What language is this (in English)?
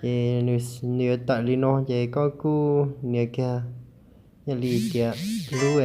Hmong